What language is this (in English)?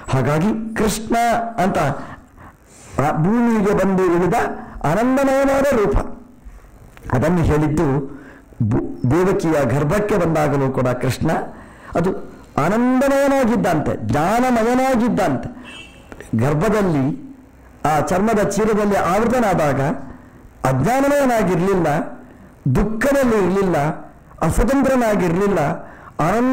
Kannada